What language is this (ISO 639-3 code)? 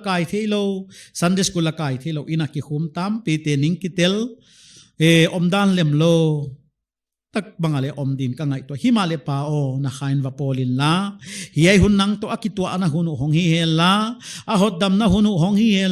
pck